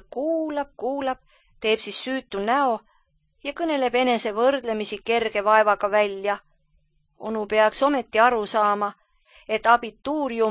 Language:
Estonian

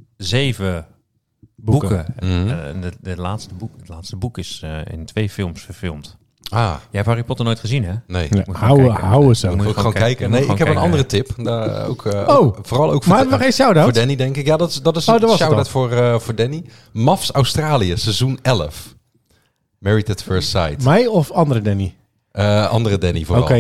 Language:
Dutch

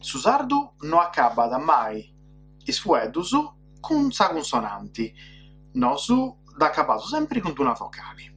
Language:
Sardinian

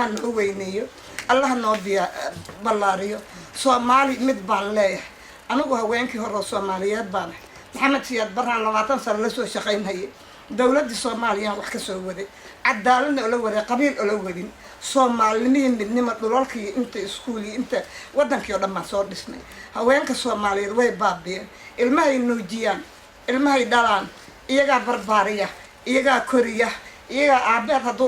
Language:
Somali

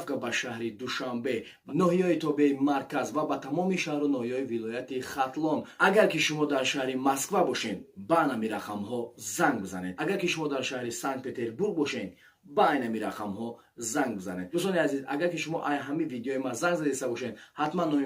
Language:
Tajik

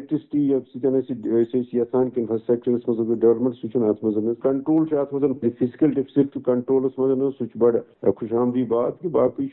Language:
Kashmiri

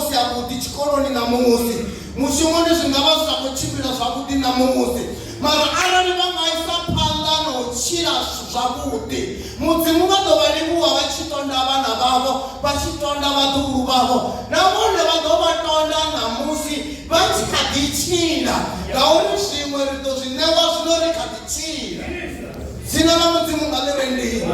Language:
Venda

